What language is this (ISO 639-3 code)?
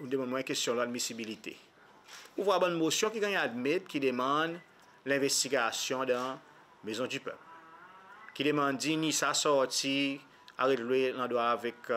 crs